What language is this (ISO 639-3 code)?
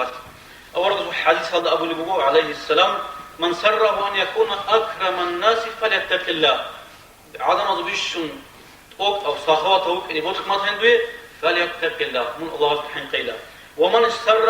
ava